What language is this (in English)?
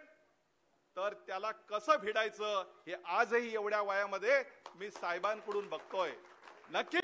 Marathi